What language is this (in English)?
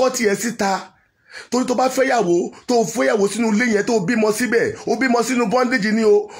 Yoruba